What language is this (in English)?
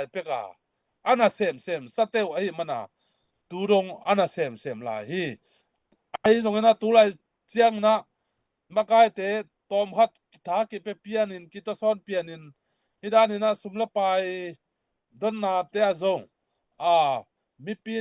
Tedim Chin